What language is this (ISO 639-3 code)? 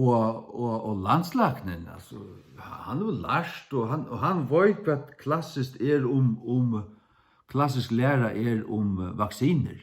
fao